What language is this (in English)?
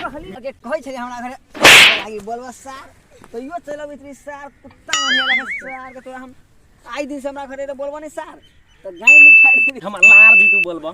Maithili